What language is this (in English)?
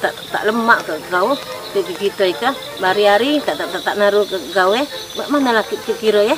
Musi